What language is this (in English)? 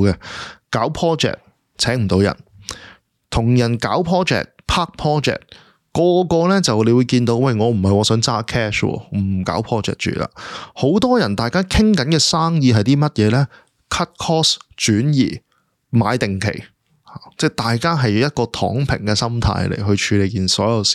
Cantonese